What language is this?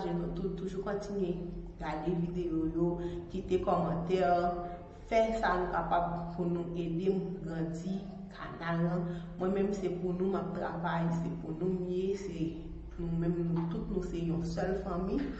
Haitian Creole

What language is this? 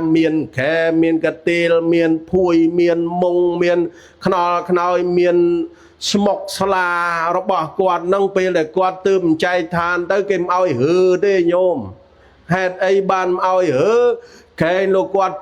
Khmer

